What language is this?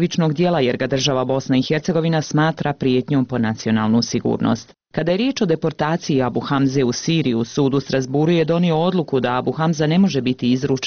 Bosnian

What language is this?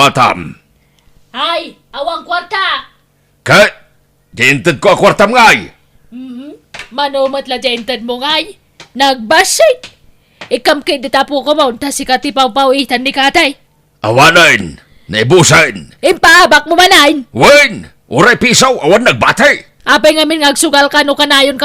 Iloko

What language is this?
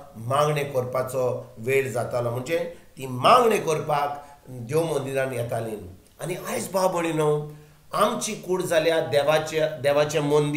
Konkani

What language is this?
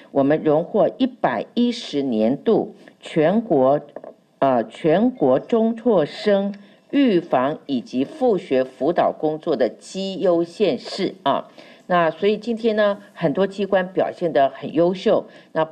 Chinese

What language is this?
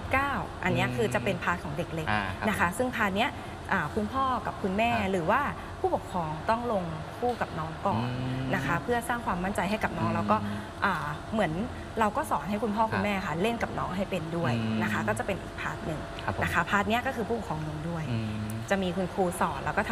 Thai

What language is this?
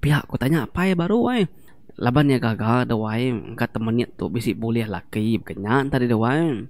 Iban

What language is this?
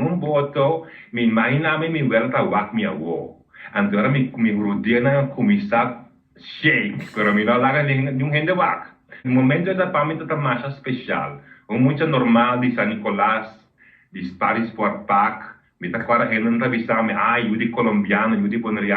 Papiamento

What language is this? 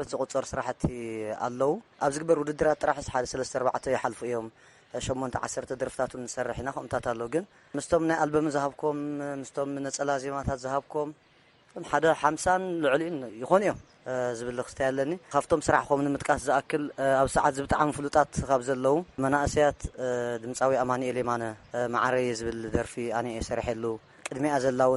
Tigrinya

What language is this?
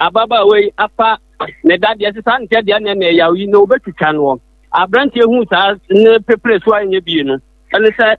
Akan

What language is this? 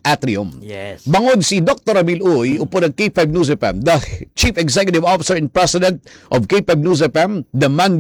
Hiligaynon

